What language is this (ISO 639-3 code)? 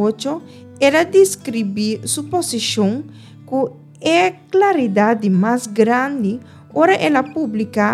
pap